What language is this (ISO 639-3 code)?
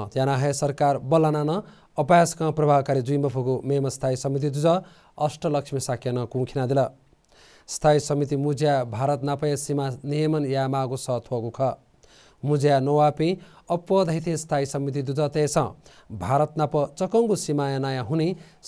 new